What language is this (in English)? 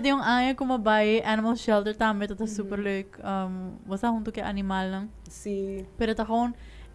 Papiamento